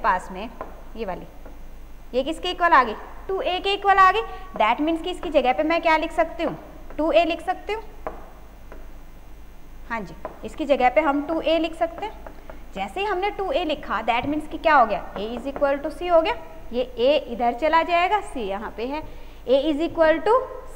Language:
Hindi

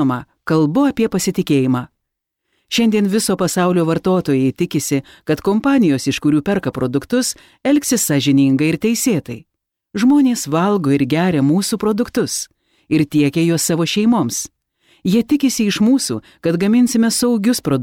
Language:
Lithuanian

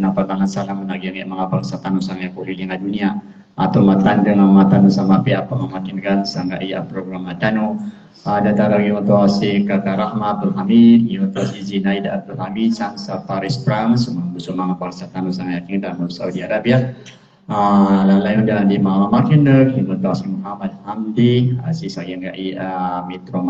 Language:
Maranao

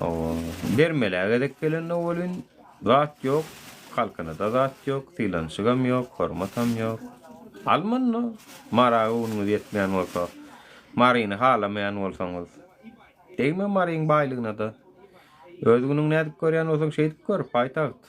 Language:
Turkmen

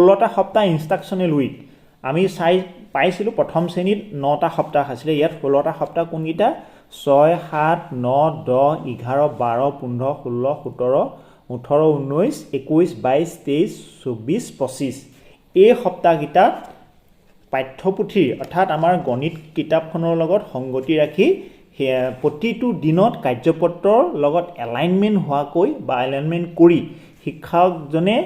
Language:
Assamese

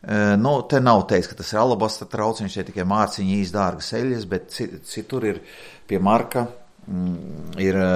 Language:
Latvian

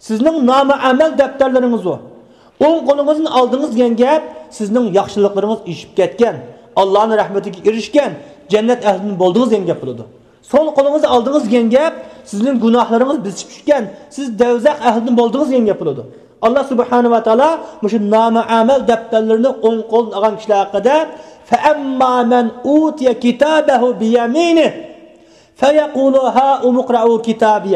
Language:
Uyghur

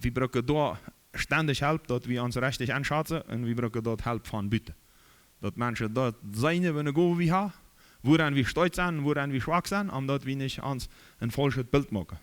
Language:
Plautdietsch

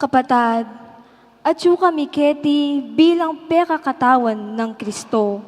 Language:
Pampanga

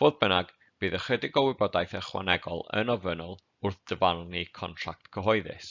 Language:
Welsh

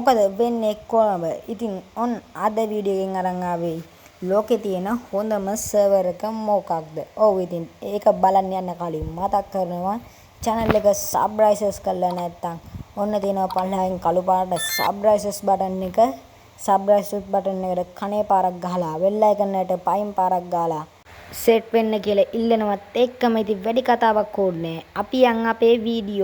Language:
Sinhala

